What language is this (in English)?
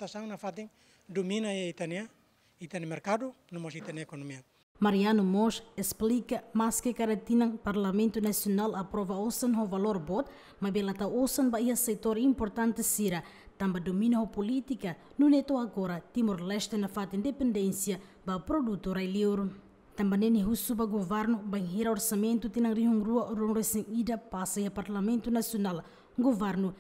Tetum